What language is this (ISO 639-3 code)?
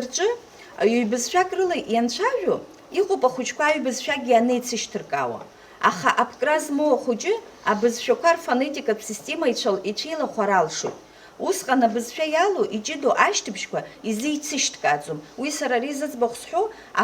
abk